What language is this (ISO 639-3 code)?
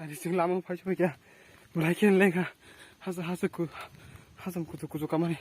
trp